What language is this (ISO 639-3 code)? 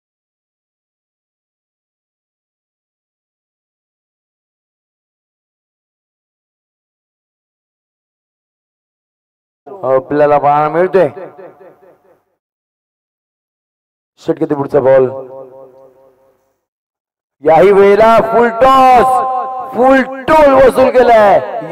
mar